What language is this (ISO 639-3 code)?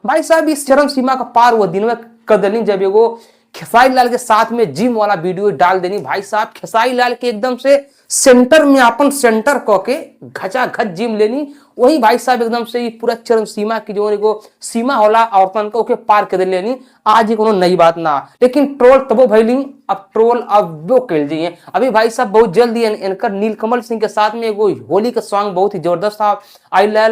bho